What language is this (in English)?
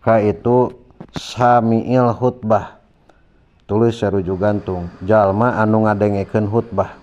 Sundanese